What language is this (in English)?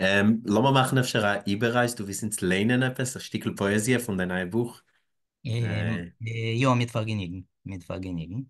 Yiddish